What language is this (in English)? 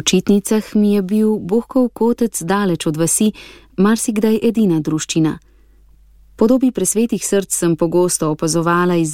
Slovenian